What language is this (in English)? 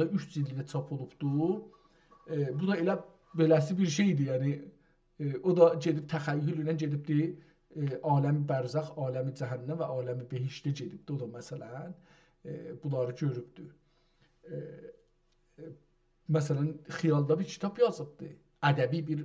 South Azerbaijani